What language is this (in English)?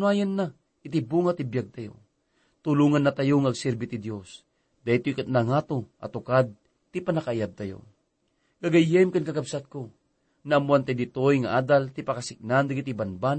Iloko